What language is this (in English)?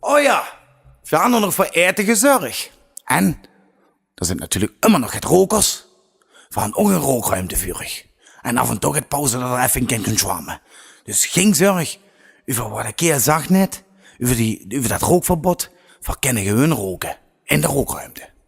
Limburgish